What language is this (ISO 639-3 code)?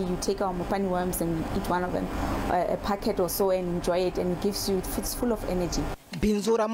tso